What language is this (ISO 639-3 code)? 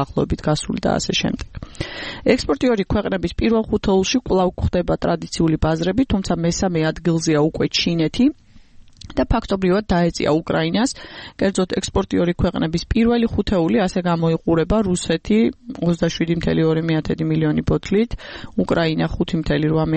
kat